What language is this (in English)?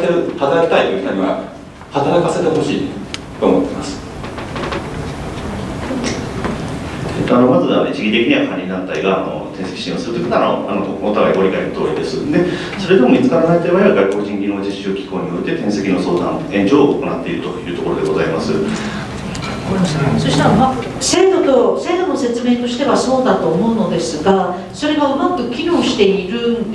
Japanese